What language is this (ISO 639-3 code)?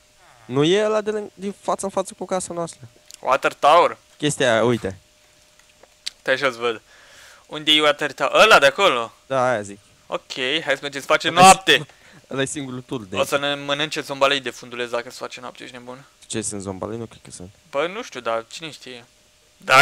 ron